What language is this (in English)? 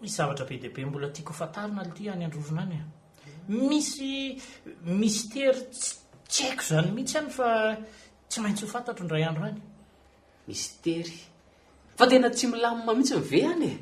Malagasy